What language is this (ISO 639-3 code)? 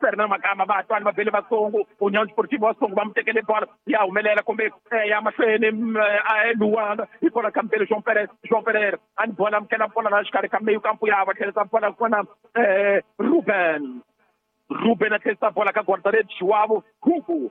tso